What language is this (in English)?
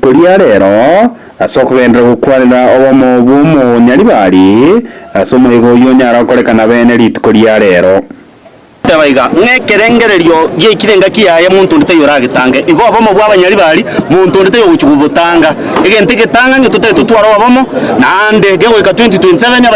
Gusii